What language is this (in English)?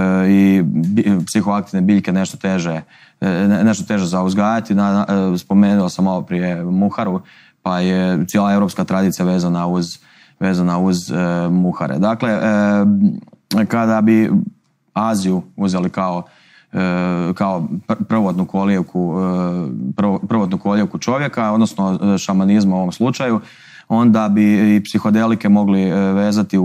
Croatian